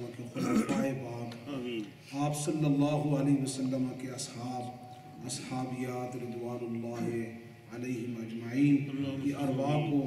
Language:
Urdu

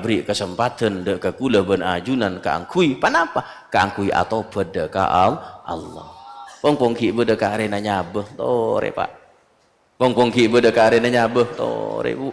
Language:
Madurese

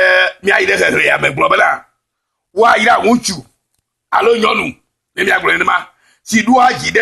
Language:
Ewe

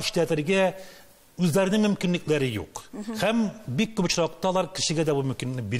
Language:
Tatar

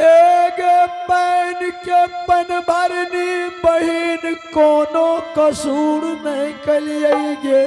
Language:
Angika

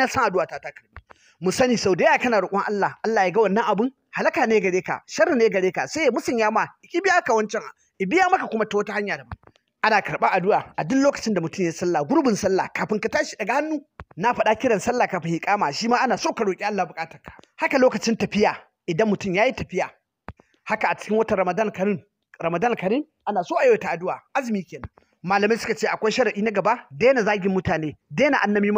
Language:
Hausa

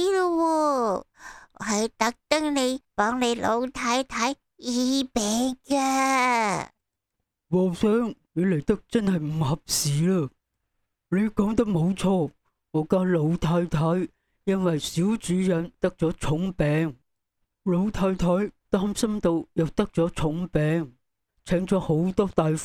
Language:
Cantonese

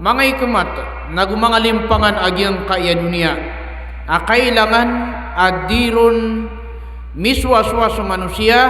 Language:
Maranao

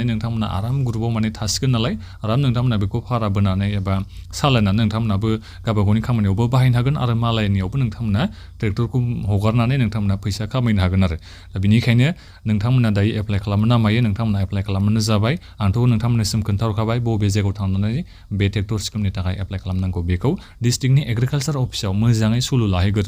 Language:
Bodo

